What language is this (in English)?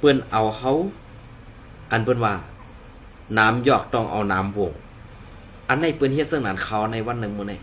Shan